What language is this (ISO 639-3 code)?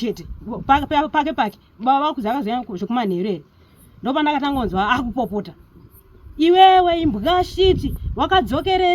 sna